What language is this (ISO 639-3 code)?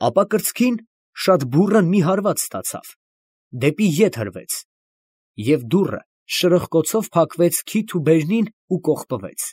hye